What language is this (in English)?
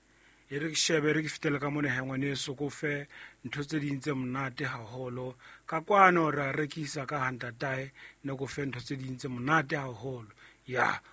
Southern Sotho